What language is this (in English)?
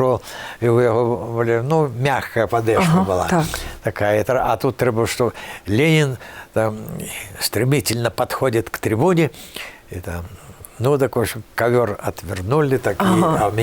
Belarusian